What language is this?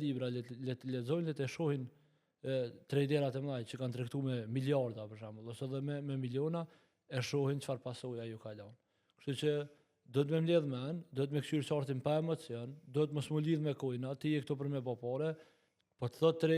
Albanian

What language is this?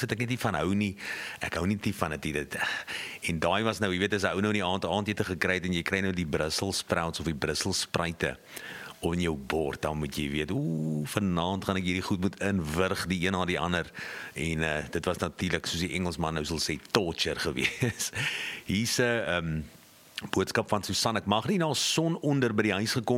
Afrikaans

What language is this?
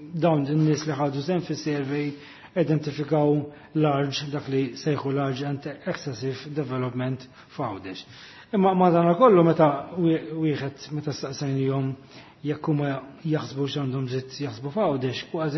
Maltese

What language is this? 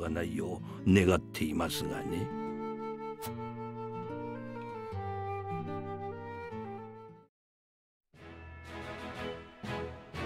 Japanese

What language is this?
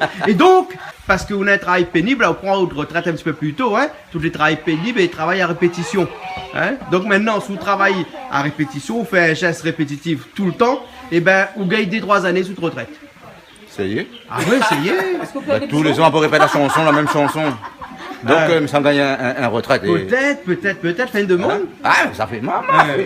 Réunion Creole French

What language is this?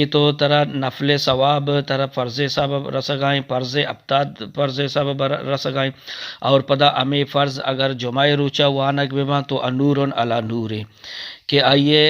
Eastern Balochi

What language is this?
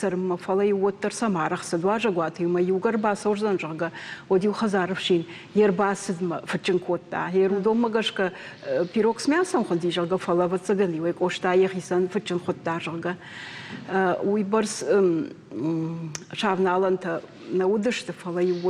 Ossetic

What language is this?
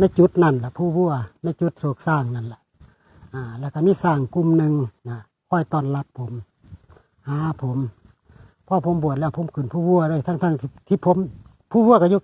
Northeastern Thai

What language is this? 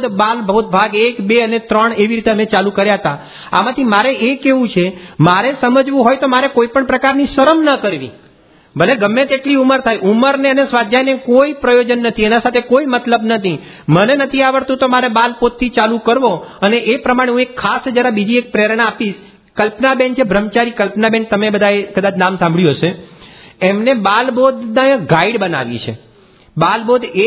Gujarati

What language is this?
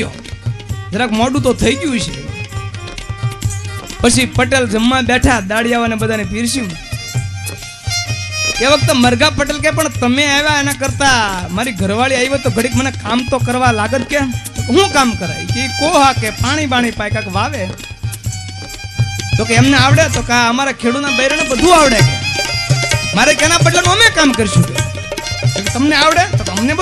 Gujarati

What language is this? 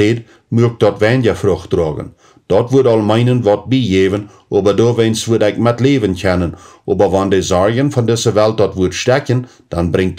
Plautdietsch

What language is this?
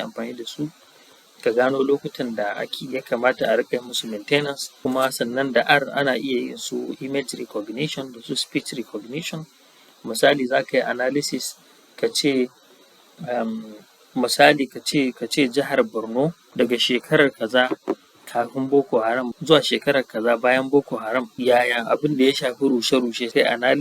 Hausa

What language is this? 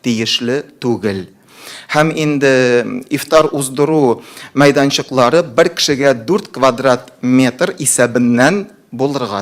Tatar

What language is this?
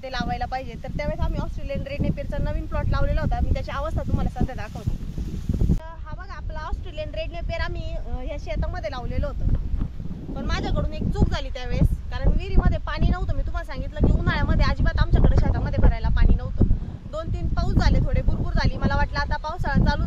Marathi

